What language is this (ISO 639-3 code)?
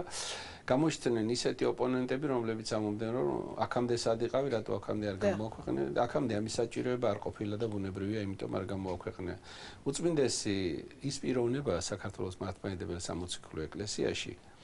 kat